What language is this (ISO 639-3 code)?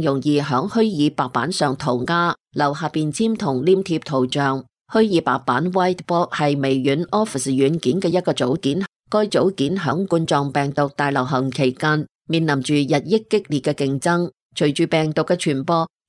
yue